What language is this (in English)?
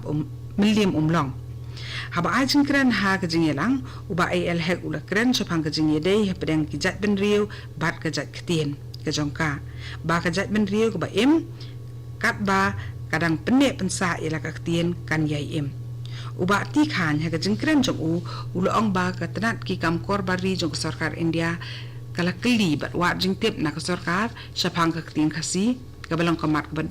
Khasi